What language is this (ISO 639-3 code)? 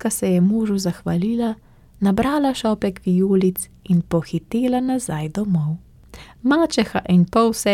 slv